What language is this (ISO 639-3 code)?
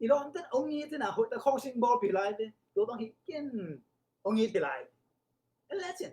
ctd